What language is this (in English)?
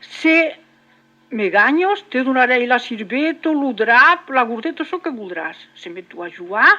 Occitan